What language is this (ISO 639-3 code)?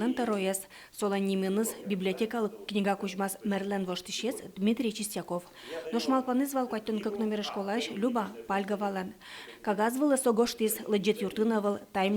udm